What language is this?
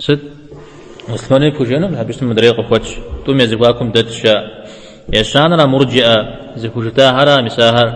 Kabardian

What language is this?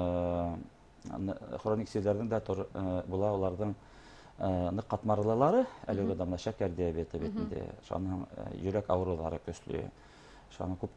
Bashkir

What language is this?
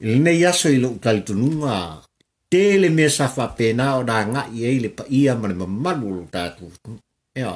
Samoan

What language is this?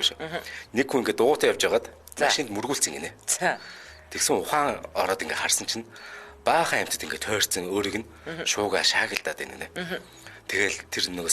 Mongolian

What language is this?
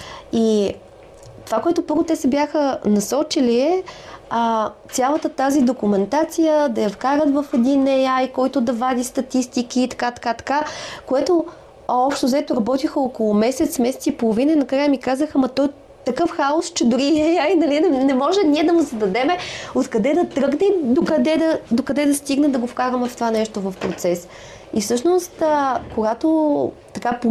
Bulgarian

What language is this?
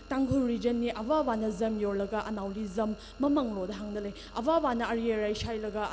Tangkhul Naga (India)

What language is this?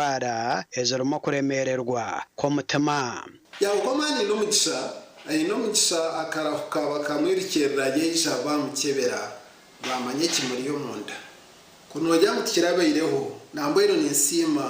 Nyankole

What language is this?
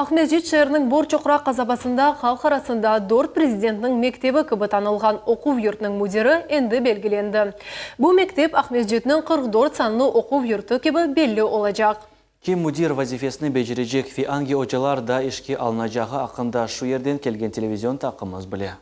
Crimean Tatar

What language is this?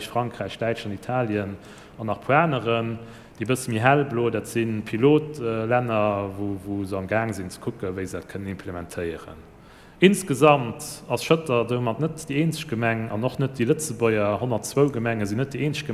Luxembourgish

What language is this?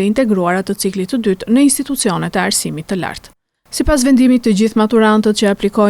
Albanian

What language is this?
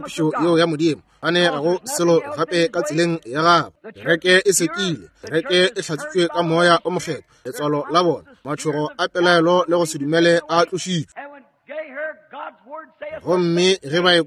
Northern Sotho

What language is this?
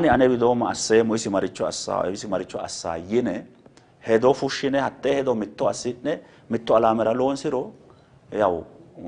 Sidamo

